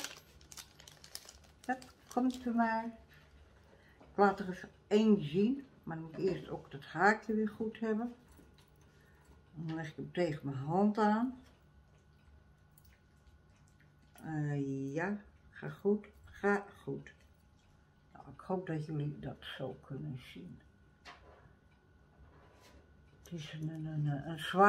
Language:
Dutch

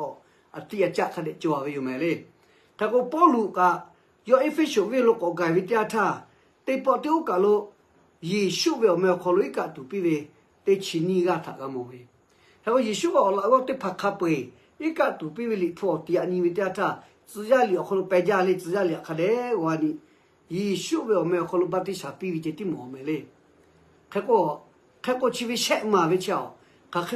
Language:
Lahu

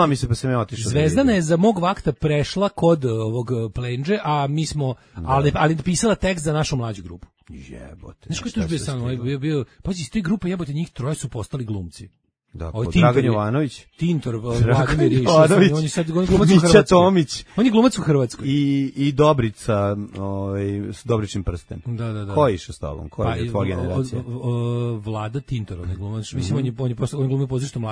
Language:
Serbian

